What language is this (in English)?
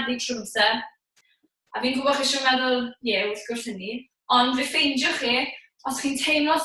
Welsh